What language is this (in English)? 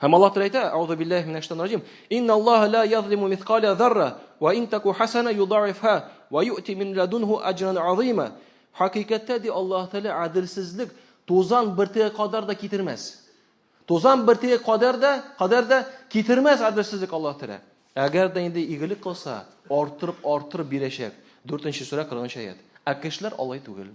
Tatar